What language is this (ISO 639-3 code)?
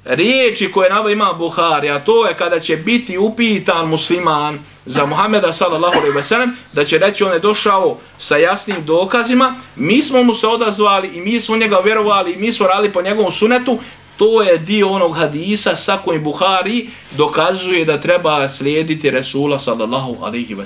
bos